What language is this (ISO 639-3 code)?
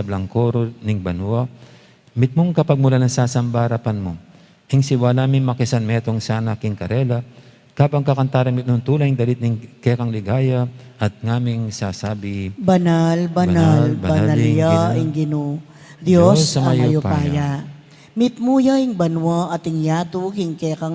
pam